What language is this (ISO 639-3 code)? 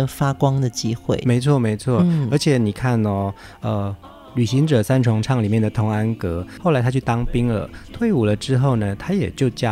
zho